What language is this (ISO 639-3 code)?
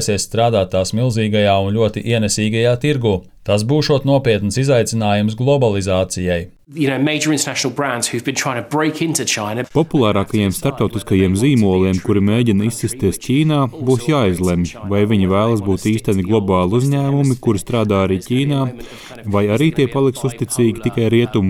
lav